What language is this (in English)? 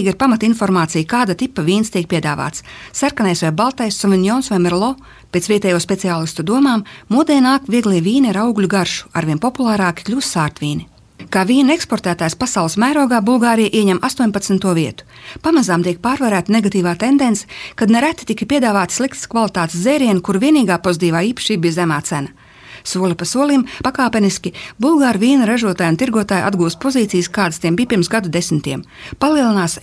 Latvian